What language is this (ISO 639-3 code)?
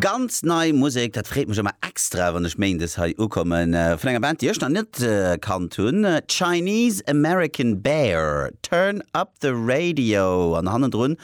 ltz